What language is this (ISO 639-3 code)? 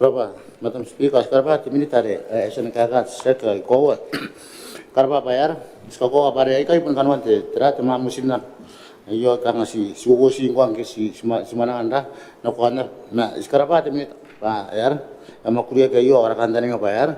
gil